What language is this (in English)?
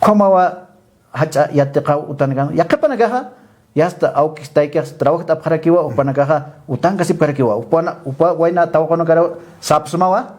Aymara